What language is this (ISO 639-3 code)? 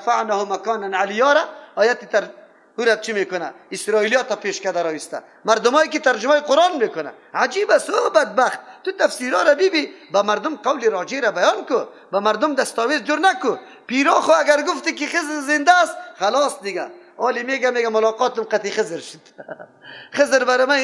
fas